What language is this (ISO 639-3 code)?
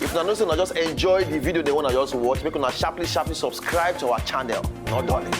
pcm